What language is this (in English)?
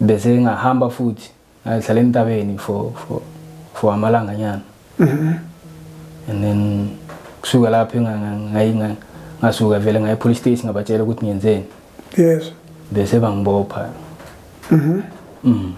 Zulu